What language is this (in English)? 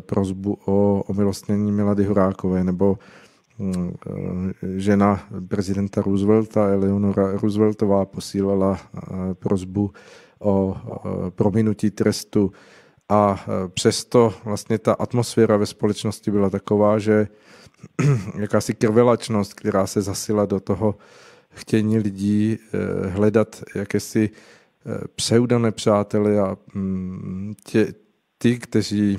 Czech